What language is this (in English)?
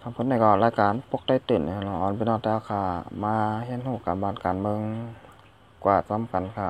Shan